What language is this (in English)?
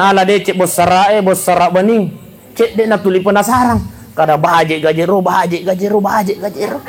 Buginese